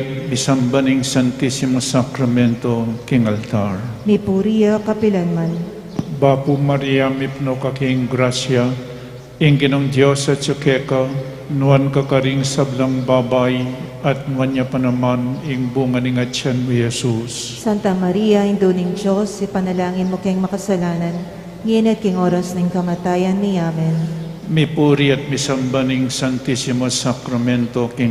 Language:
Pampanga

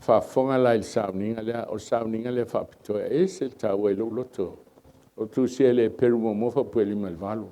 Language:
Samoan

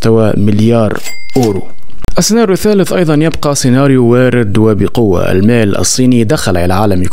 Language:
Arabic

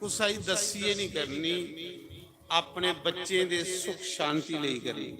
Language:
Dogri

